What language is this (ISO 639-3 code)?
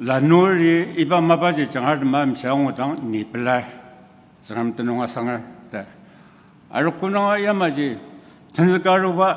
njo